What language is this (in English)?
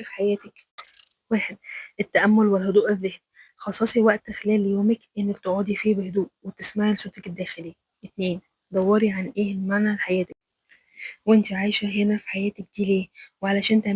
Egyptian Arabic